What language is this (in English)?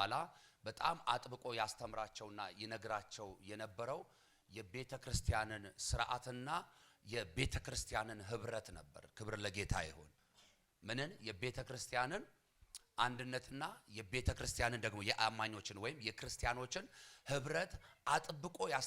Amharic